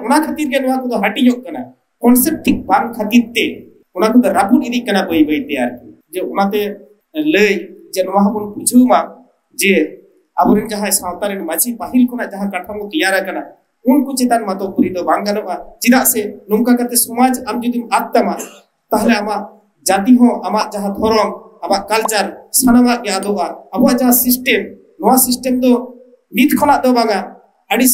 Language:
Santali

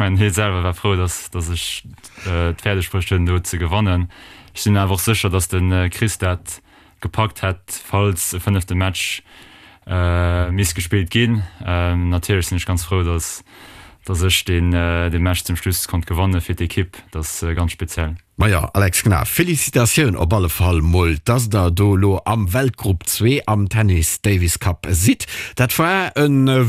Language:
Luxembourgish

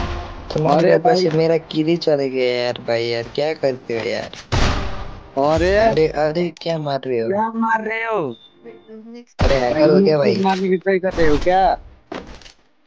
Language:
Hindi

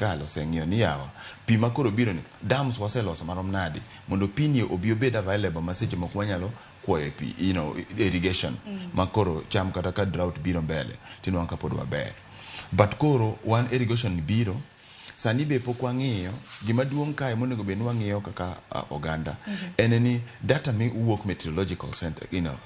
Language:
Luo (Kenya and Tanzania)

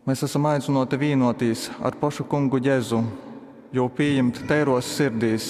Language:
Latgalian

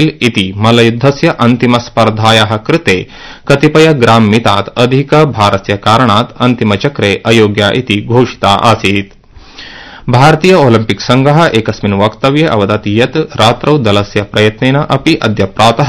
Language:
Sanskrit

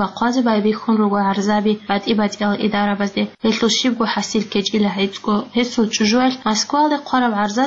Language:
Avaric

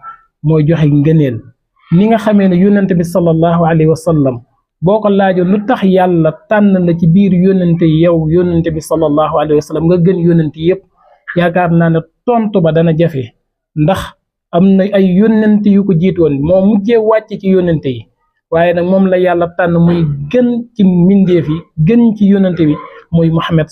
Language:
Wolof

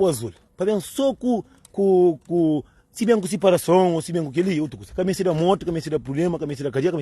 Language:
Kabuverdianu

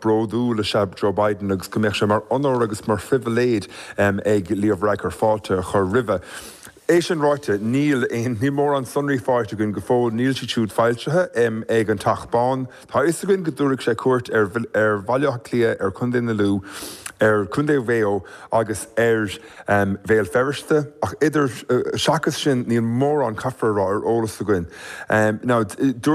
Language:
Irish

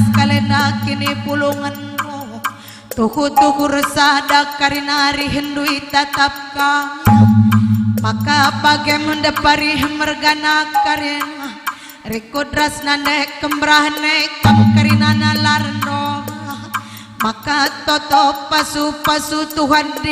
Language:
Batak Karo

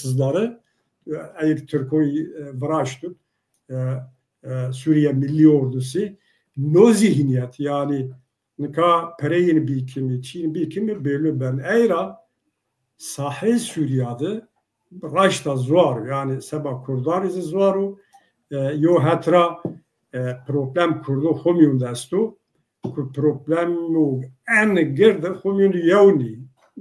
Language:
Zaza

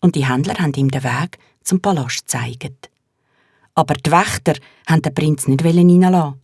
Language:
Swiss German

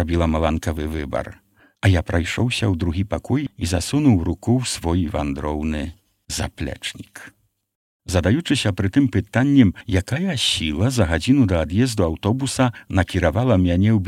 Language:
Belarusian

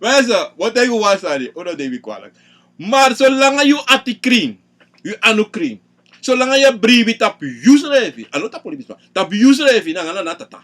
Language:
Sranan Tongo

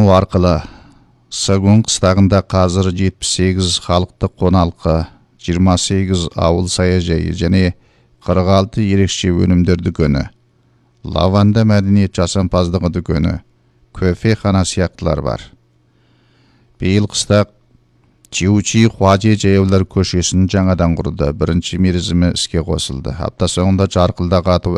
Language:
Kazakh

